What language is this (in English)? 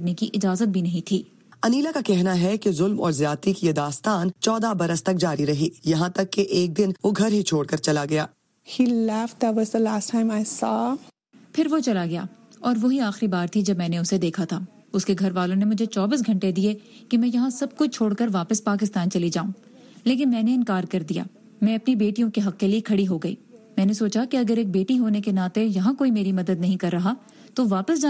Urdu